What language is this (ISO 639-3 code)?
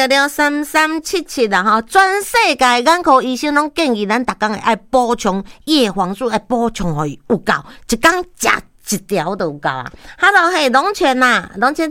nan